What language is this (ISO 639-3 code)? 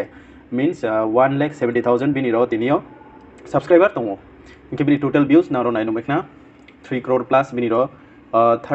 ria